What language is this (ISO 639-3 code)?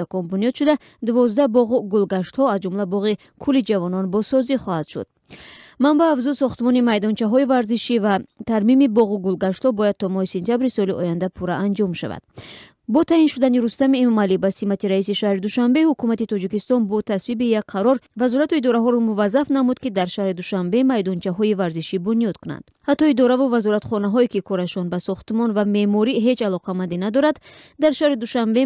tgk